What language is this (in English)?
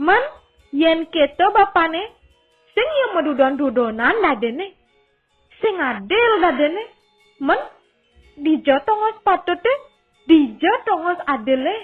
Balinese